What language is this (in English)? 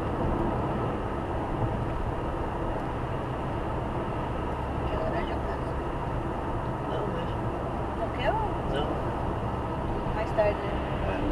Portuguese